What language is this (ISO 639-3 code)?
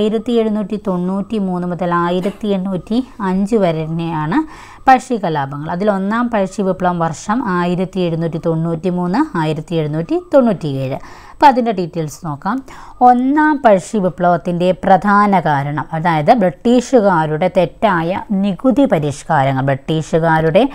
mal